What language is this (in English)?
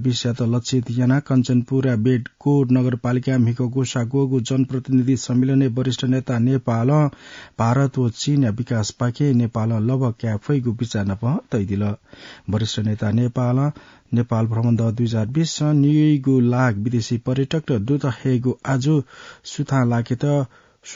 Newari